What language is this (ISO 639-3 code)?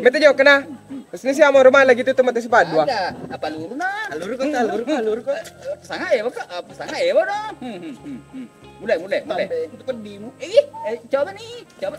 bug